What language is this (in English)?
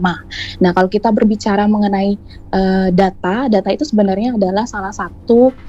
Indonesian